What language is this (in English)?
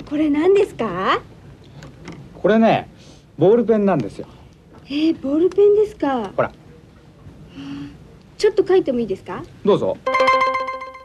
Japanese